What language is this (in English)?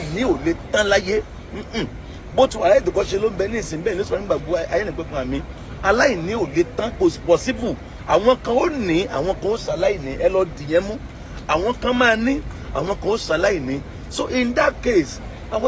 Yoruba